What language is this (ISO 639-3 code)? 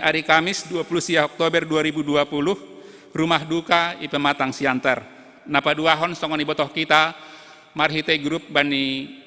bts